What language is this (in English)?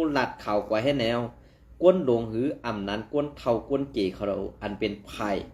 Shan